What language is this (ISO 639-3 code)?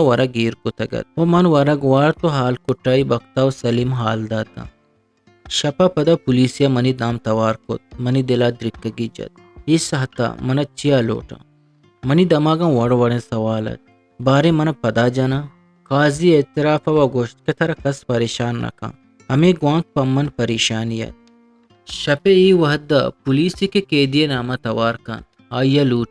bgp